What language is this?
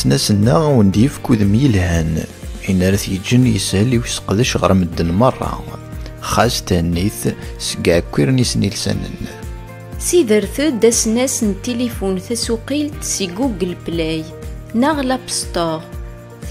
Kabyle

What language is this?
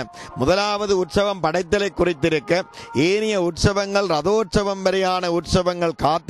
Tamil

